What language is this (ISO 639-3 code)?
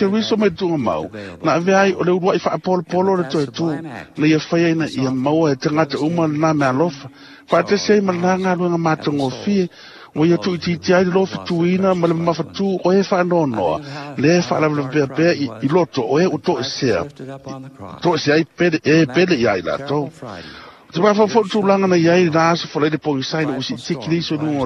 smo